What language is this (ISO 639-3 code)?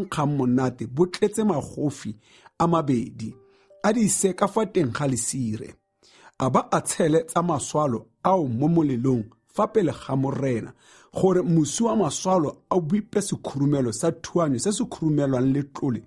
tsn